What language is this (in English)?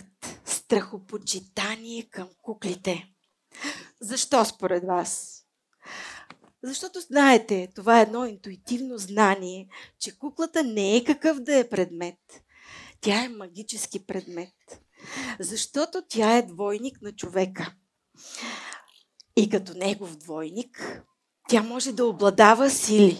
Bulgarian